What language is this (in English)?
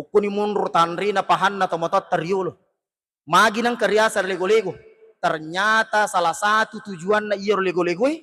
Buginese